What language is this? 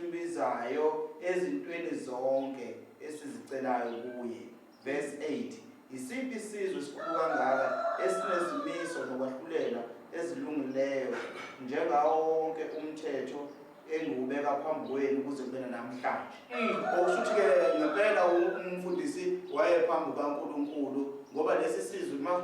Zulu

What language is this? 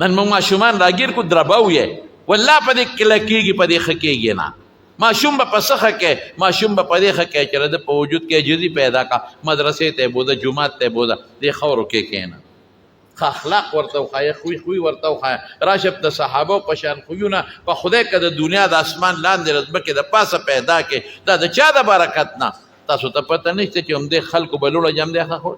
Pashto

